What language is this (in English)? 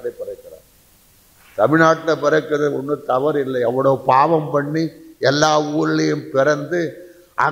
Tamil